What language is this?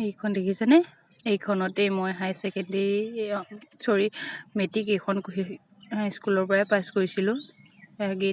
Assamese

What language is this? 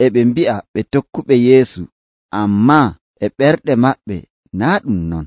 Nigerian Fulfulde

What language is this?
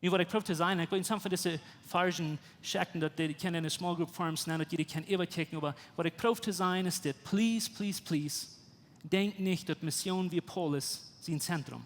Plautdietsch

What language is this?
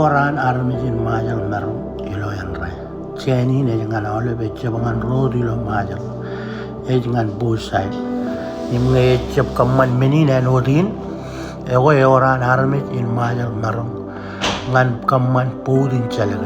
Marshallese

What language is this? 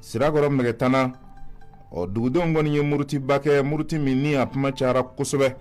Bambara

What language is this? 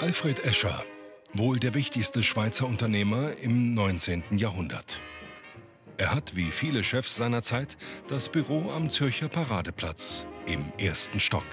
Swiss German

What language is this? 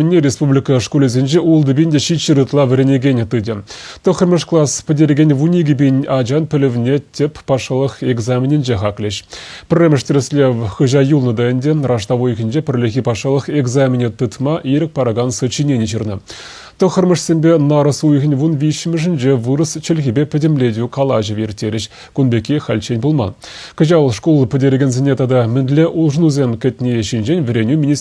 Chuvash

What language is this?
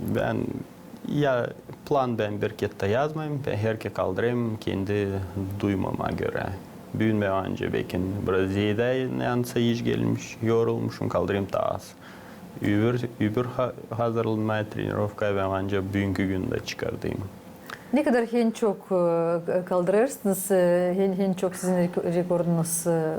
Gagauz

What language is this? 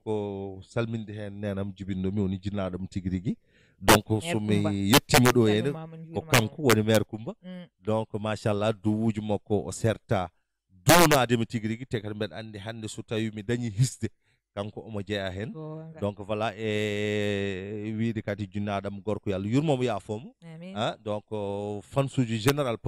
Fula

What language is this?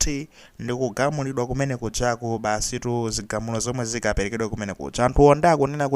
Nyanja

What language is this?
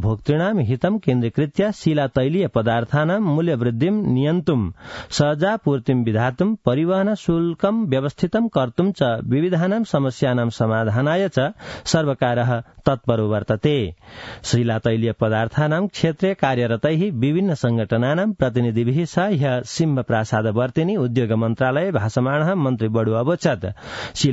Sanskrit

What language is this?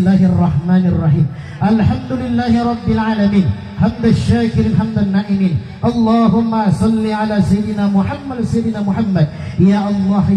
Buginese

